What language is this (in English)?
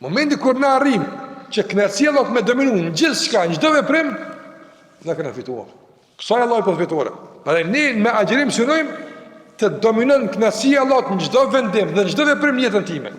Albanian